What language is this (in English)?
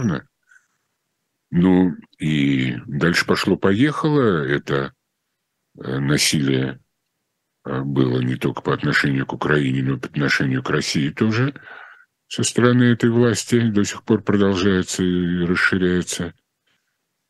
Russian